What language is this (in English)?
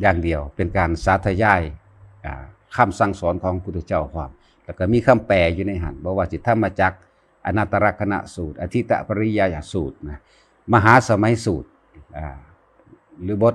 Northeastern Thai